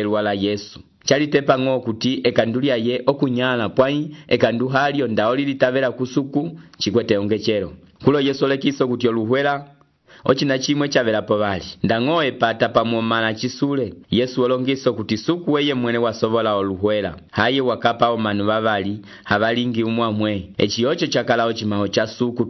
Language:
Umbundu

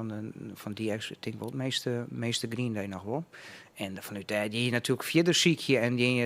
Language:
Western Frisian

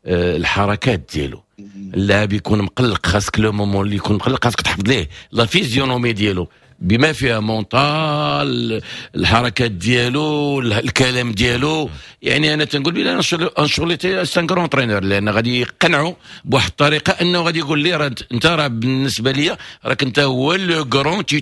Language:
Moroccan Arabic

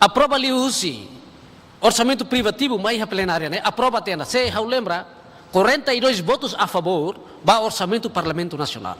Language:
Tetum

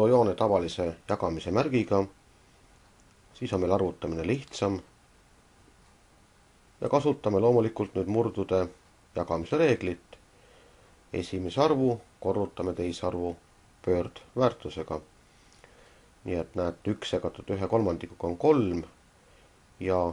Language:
Estonian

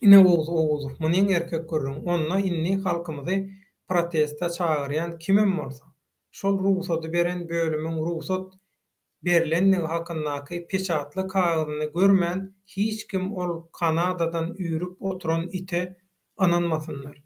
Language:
Turkmen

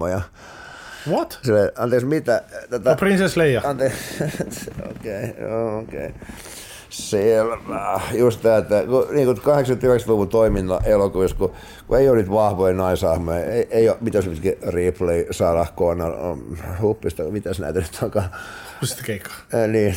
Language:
Finnish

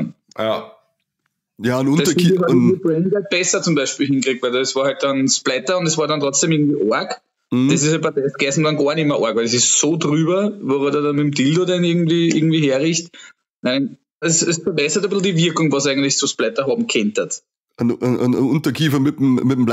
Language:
Bavarian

